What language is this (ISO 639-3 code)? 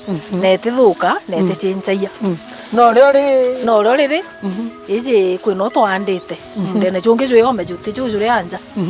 mer